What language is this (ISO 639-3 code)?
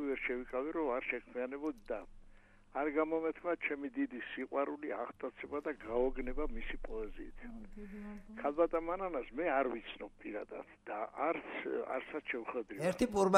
kat